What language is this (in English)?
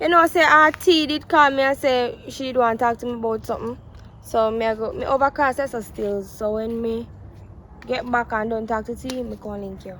Jamaican Creole English